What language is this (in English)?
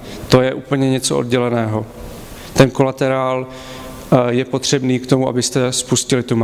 Czech